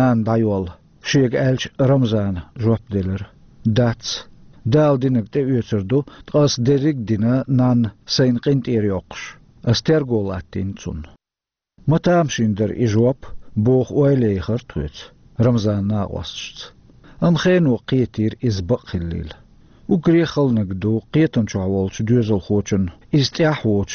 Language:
Chechen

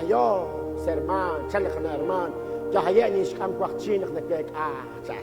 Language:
Kekchí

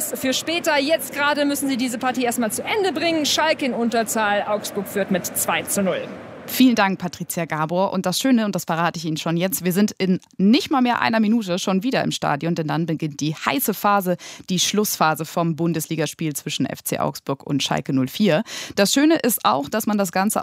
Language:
German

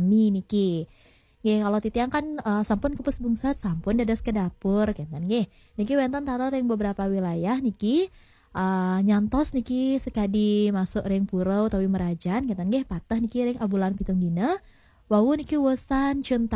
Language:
Balinese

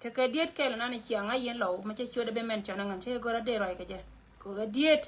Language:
Nuer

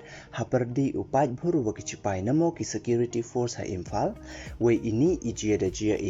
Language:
Pnar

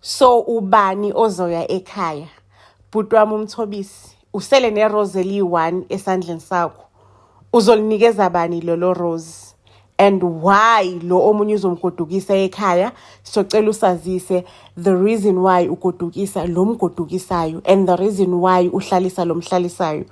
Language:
Zulu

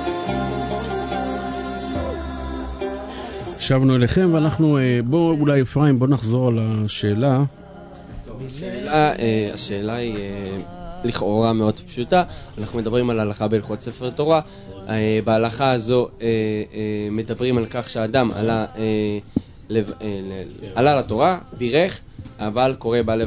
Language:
Hebrew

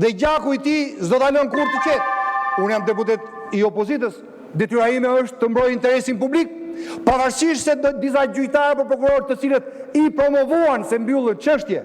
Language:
Albanian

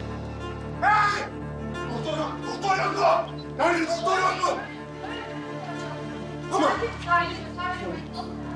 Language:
Turkish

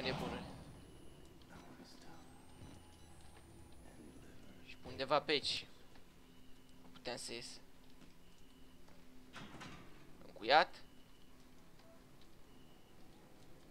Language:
Romanian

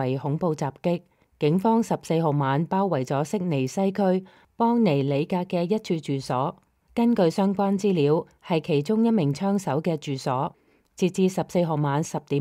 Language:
Cantonese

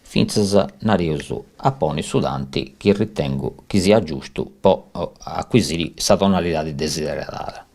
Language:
Sardinian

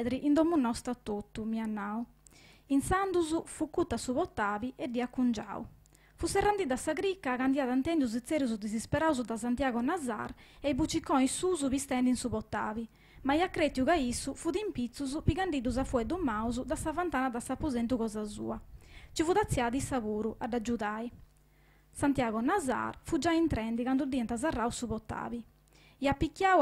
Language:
Sardinian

